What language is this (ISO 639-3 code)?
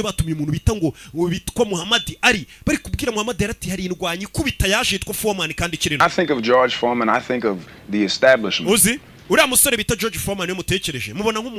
kin